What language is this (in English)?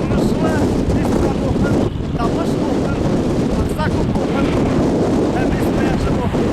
Bashkir